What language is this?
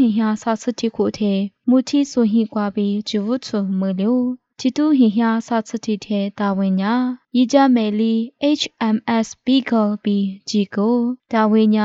Lisu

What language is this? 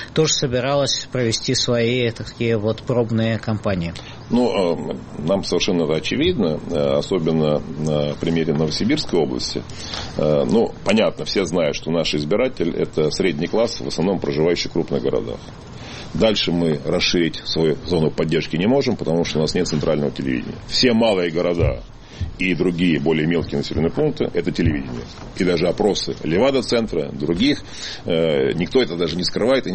Russian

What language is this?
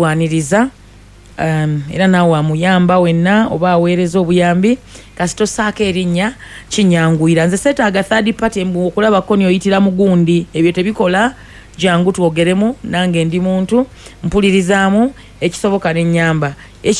Ganda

